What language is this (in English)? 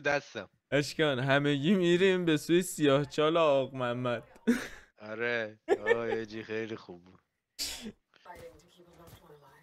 Persian